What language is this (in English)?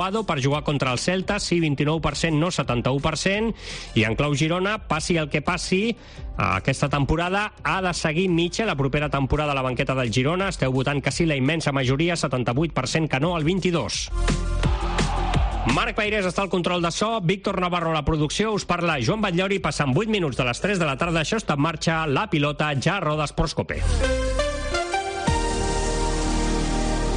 Catalan